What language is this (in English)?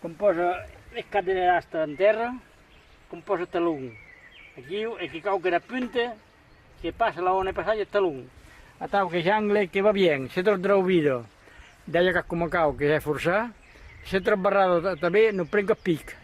Occitan